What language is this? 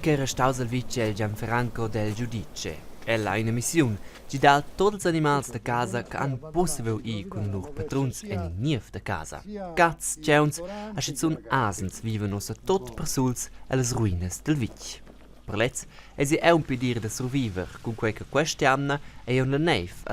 Romansh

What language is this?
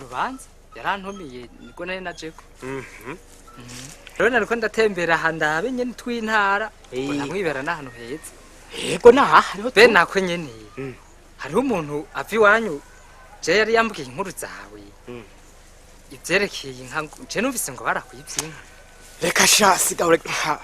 Rundi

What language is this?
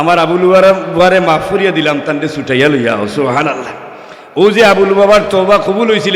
Sylheti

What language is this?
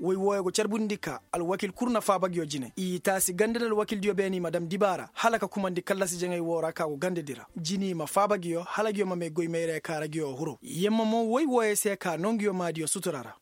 Koyraboro Senni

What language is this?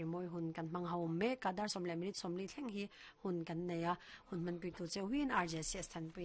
Mizo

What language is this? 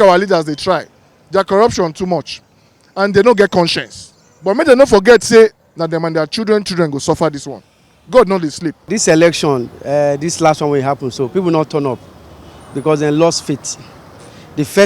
Nigerian Pidgin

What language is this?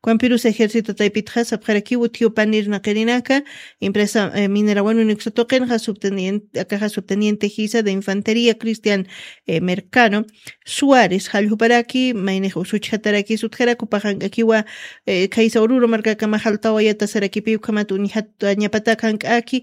Aymara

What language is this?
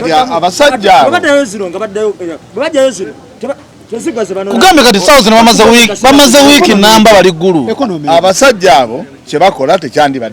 Ganda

